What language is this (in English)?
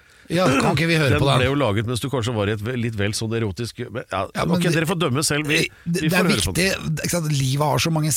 Norwegian